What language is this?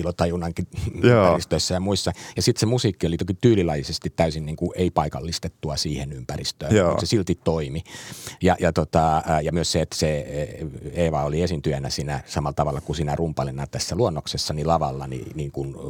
Finnish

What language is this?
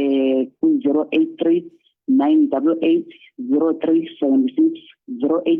Zulu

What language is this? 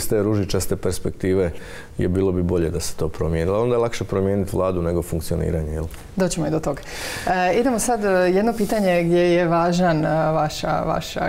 Croatian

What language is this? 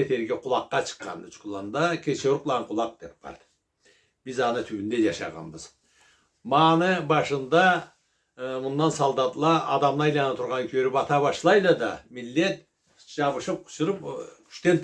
Karachay-Balkar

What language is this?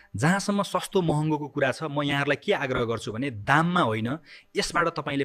Nepali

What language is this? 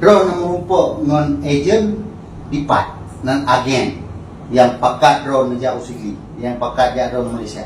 Achinese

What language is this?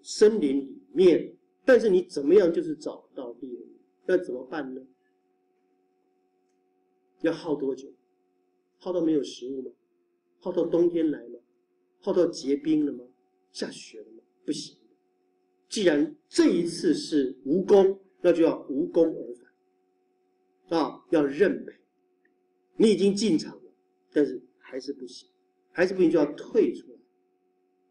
Chinese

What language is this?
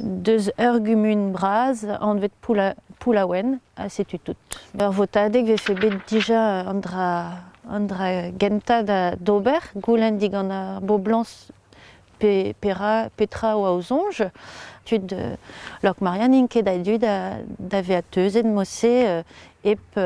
Breton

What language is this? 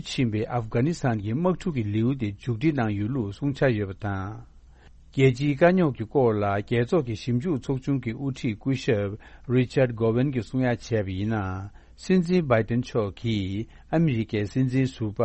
Tibetan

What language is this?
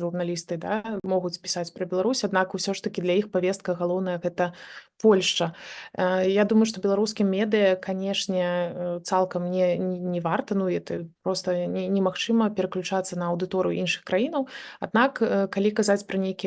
Belarusian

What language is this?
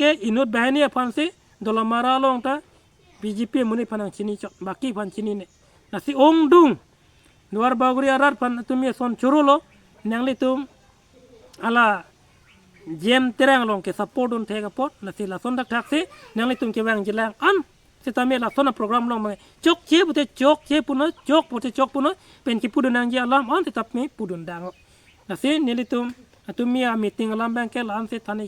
Karbi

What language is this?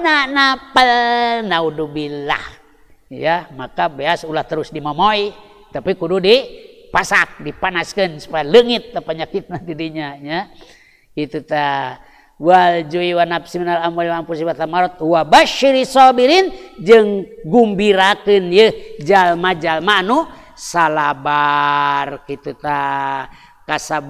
Sundanese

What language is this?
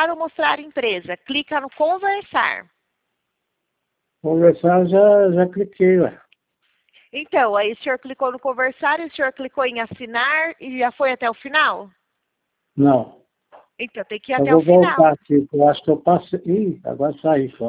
Portuguese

